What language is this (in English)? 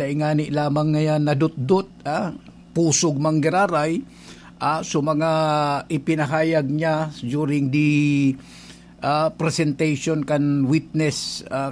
Bikol